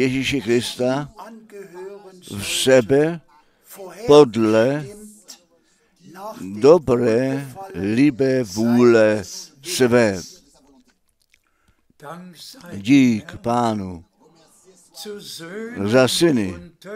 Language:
Czech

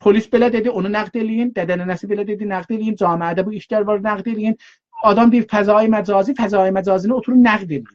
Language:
South Azerbaijani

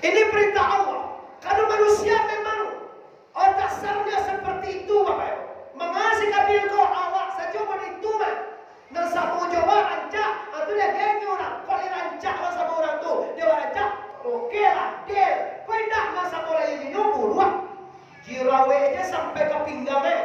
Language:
Minangkabau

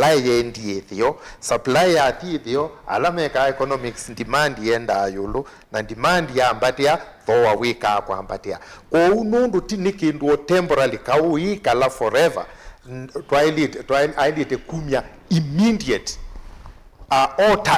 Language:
Kamba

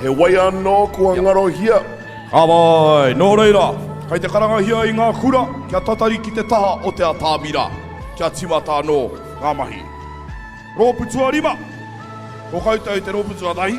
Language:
Māori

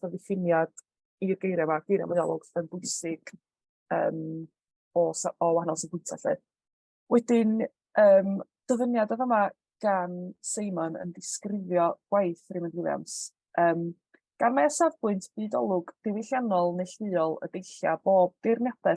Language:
Welsh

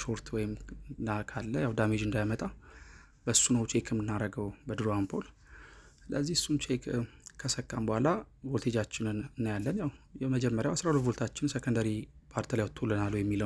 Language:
Amharic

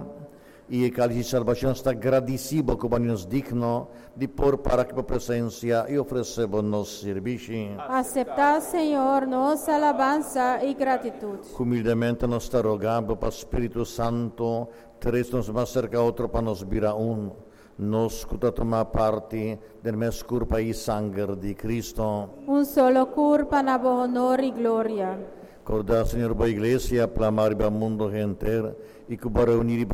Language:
Papiamento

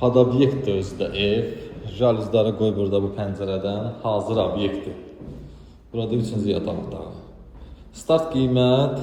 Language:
Azerbaijani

